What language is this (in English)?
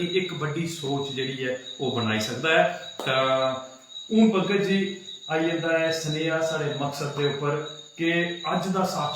Dogri